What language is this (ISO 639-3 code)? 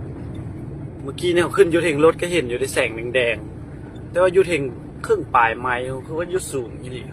lao